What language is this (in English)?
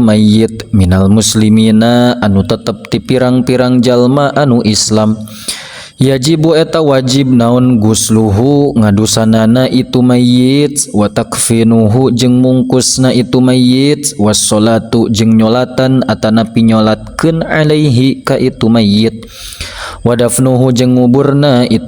Sundanese